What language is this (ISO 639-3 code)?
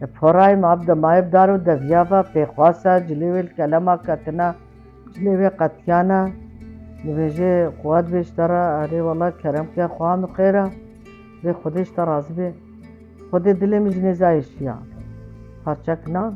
kur